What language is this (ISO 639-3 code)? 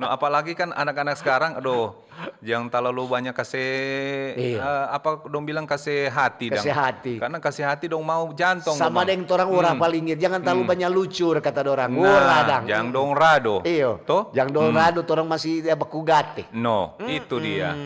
xmm